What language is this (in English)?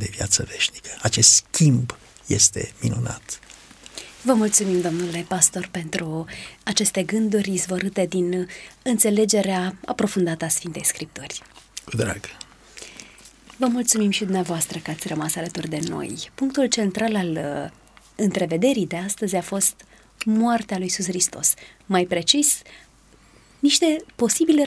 Romanian